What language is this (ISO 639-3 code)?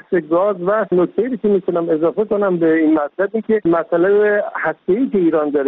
fas